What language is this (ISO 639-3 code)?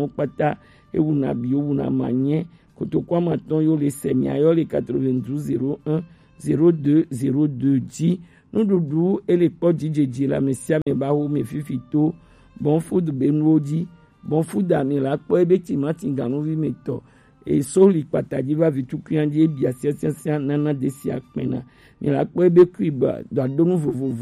gej